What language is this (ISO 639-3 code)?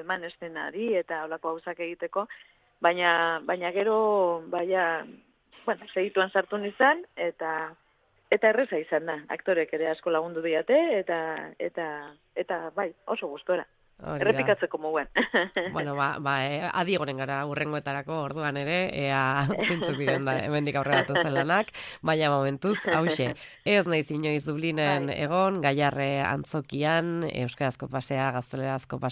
eus